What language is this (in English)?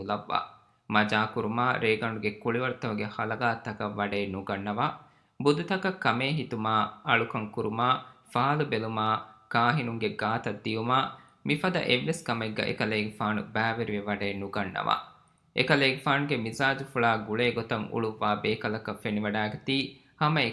Divehi